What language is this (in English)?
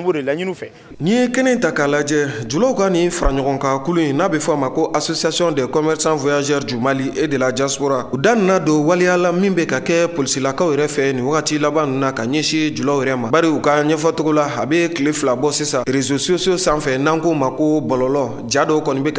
Bambara